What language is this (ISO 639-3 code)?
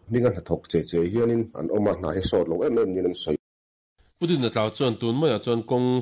lus